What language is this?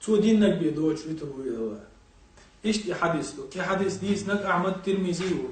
Chechen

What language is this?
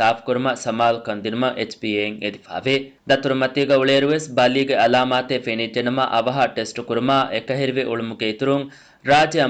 Divehi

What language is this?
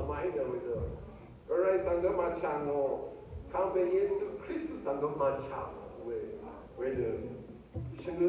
Rawang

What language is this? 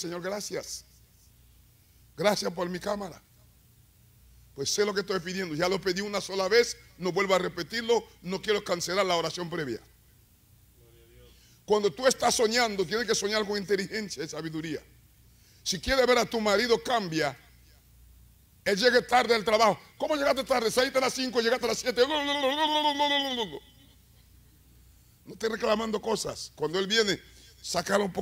Spanish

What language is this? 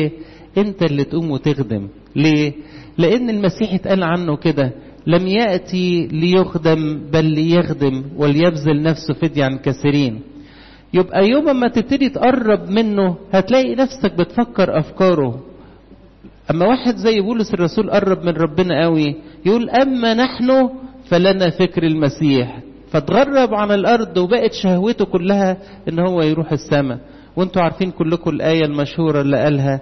Egyptian Arabic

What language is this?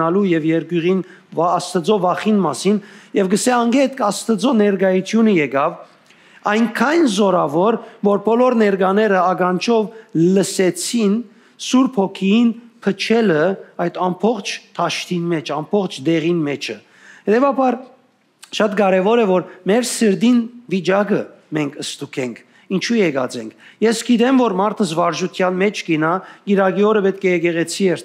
Western Armenian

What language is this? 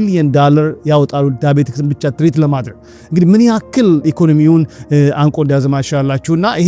Amharic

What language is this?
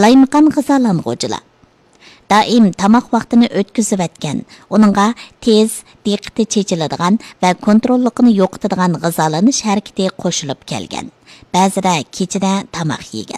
Uyghur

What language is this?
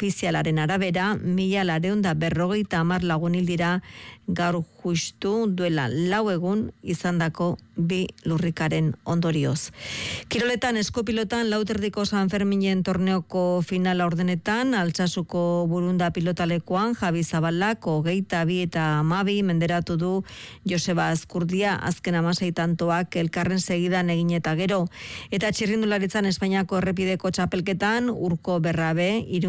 Basque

